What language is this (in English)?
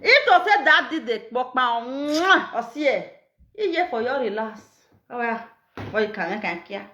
Nigerian Pidgin